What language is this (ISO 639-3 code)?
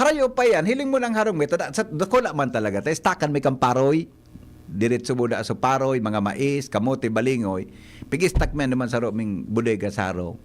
bik